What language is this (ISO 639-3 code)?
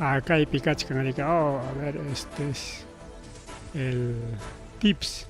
quy